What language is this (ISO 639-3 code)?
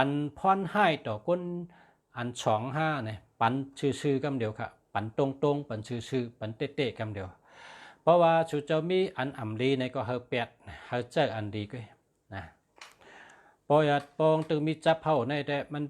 shn